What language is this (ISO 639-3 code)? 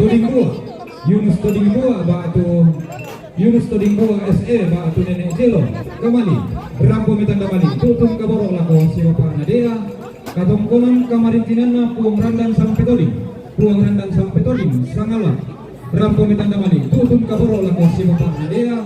sda